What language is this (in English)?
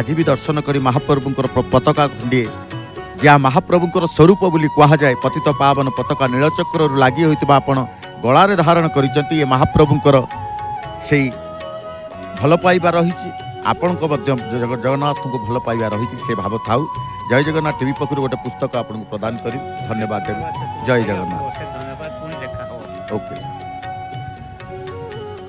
Odia